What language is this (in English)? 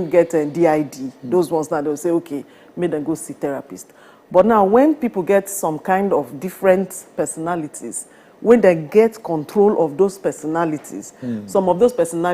Nigerian Pidgin